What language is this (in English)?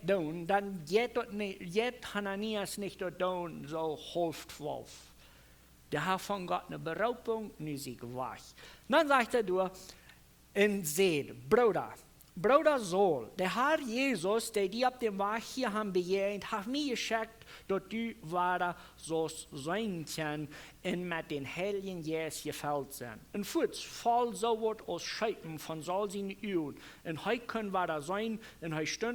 Plautdietsch